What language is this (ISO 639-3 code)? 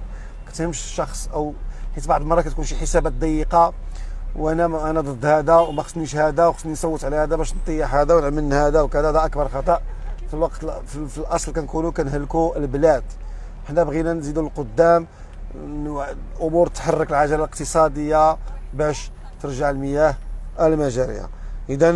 ary